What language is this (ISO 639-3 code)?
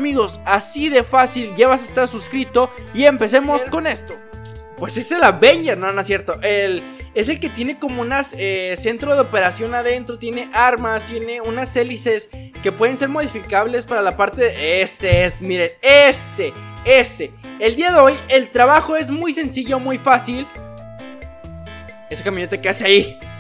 spa